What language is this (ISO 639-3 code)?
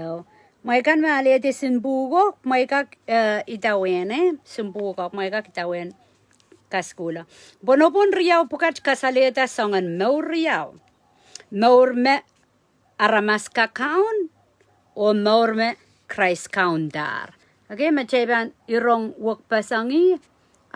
pon